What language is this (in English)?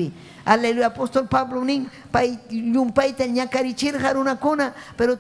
Ayacucho Quechua